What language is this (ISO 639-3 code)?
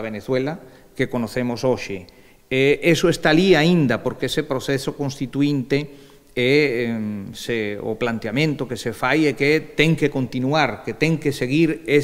glg